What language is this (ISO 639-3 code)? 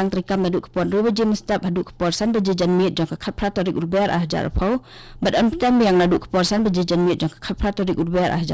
kha